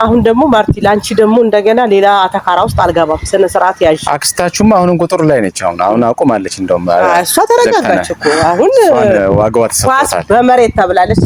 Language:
Amharic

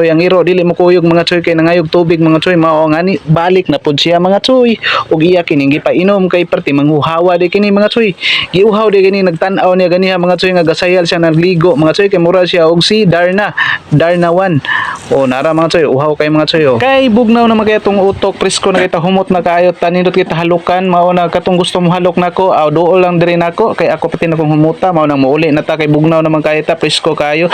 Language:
Cebuano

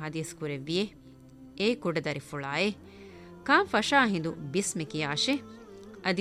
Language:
Divehi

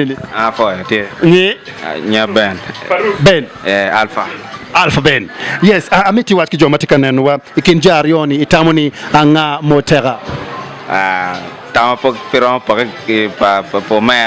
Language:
Acoli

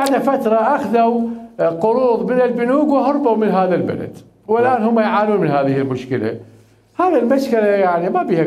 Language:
Mesopotamian Arabic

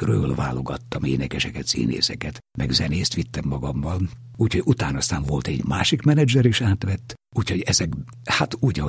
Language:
Hungarian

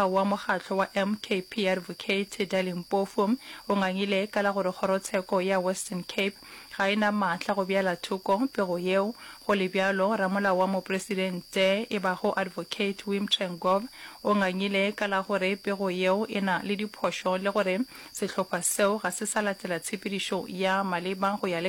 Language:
Northern Sotho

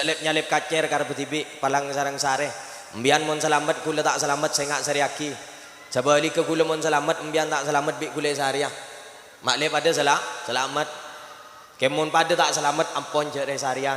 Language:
Madurese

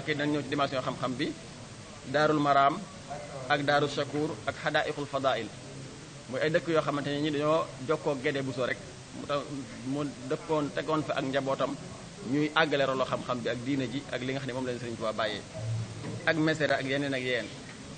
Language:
Wolof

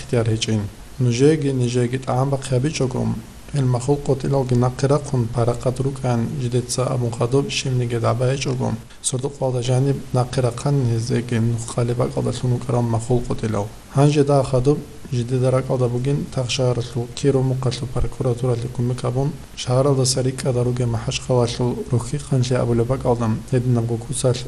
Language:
Avaric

